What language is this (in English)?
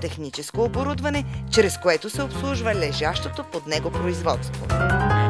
Bulgarian